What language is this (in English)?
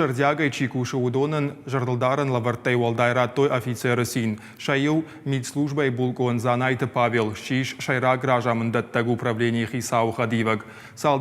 Ossetic